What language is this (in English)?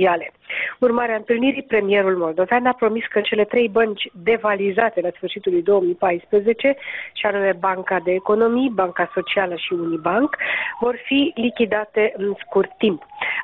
Romanian